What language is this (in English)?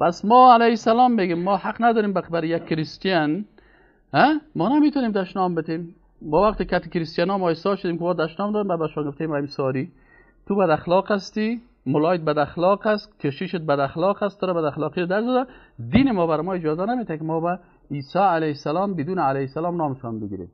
Persian